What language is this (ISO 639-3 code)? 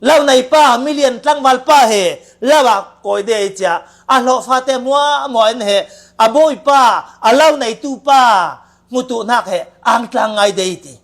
cfm